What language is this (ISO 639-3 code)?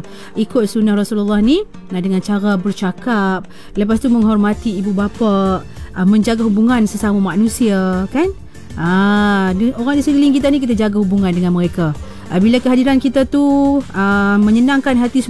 msa